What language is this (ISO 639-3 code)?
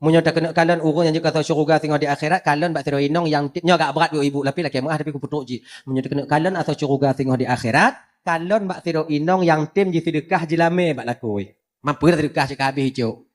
ace